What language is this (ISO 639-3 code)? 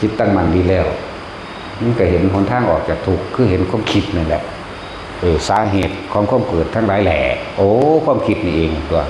tts